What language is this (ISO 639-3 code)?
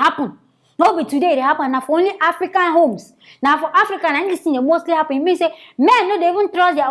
pcm